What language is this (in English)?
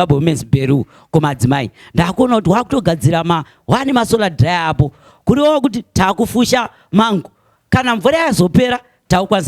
Shona